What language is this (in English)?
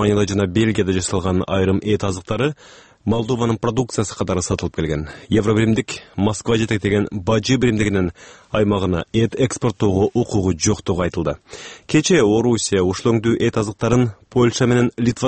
Kyrgyz